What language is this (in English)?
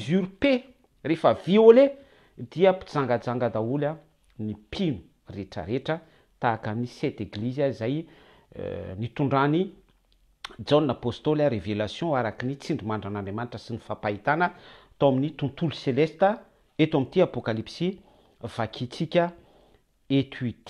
Malagasy